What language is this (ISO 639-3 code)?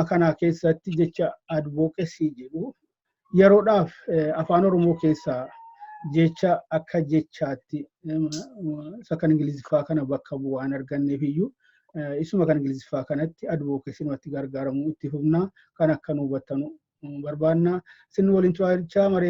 orm